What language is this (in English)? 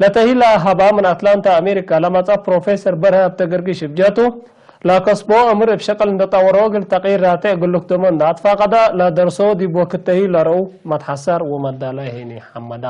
Tigre